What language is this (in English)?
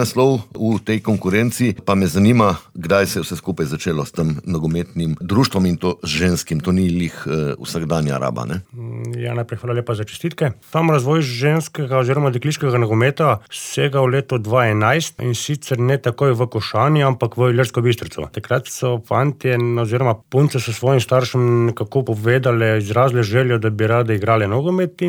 Slovenian